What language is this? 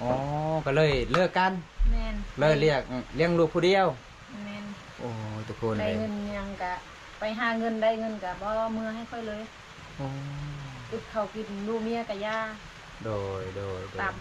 Lao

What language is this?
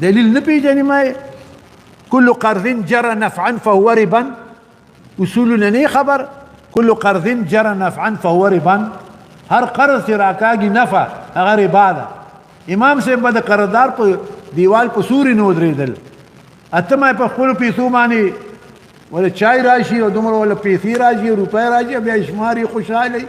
Pashto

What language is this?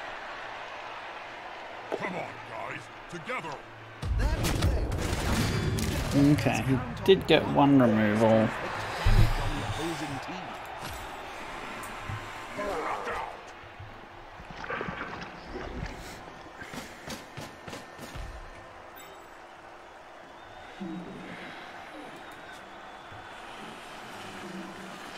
English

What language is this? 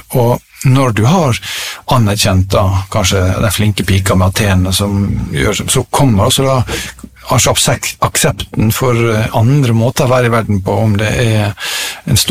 Norwegian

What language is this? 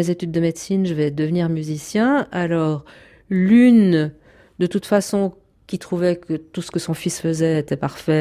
French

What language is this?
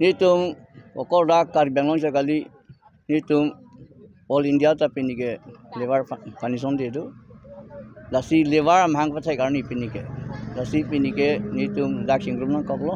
Karbi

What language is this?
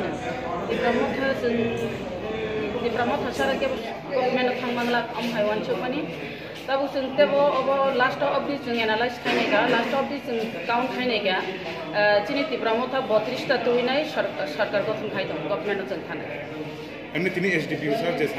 Kok Borok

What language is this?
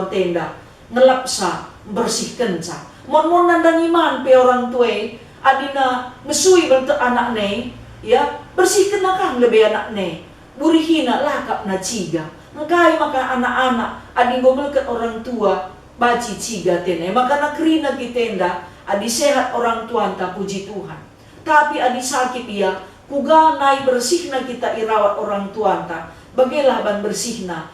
Batak Karo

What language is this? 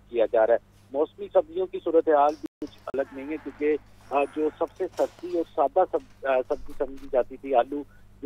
Urdu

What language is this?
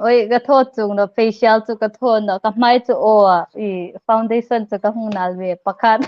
Hmar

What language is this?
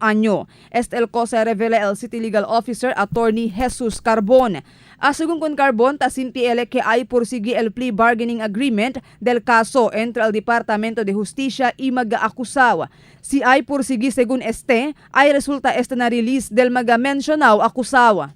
Chavacano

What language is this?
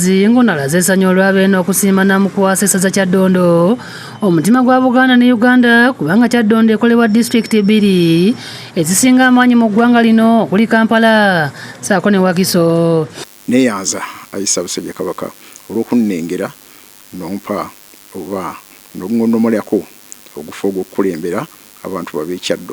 Ganda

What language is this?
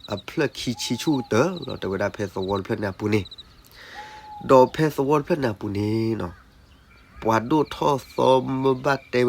S'gaw Karen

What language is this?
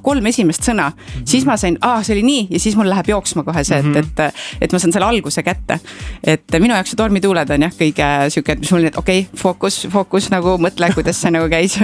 Estonian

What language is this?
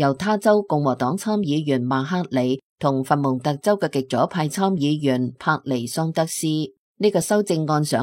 Cantonese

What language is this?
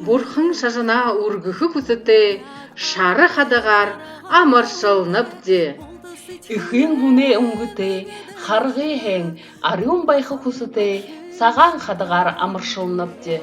Buriat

